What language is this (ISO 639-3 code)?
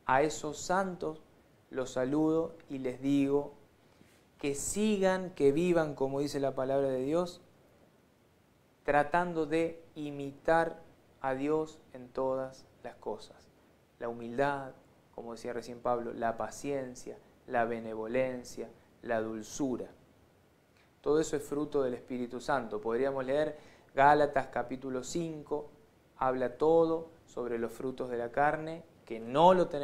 spa